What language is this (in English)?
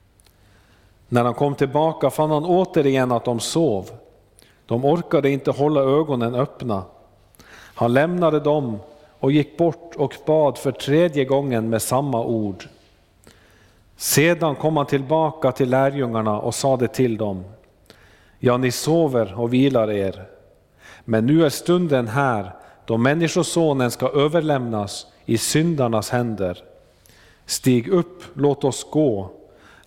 Swedish